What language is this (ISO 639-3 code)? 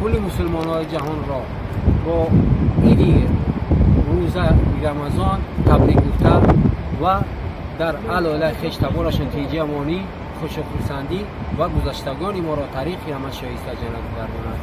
tgk